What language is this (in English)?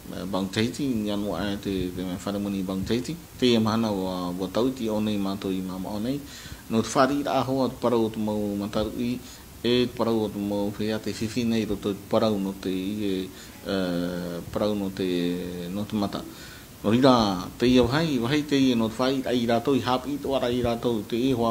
Tahitian